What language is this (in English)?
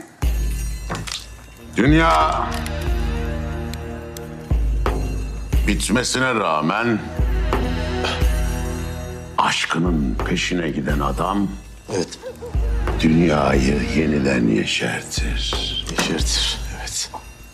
Turkish